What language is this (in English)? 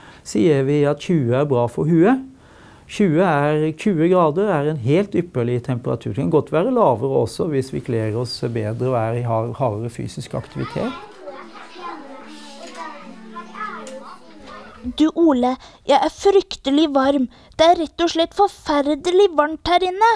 Norwegian